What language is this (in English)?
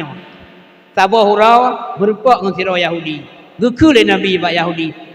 Achinese